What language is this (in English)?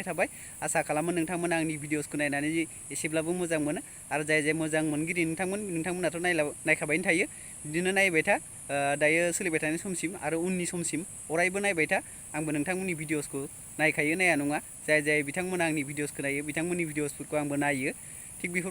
Bodo